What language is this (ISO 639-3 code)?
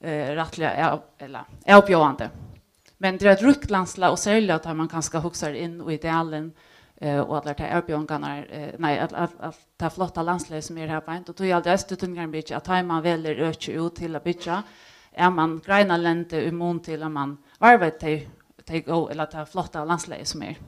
fao